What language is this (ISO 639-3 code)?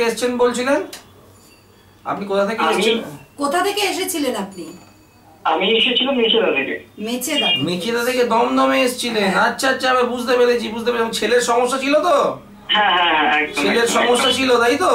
ben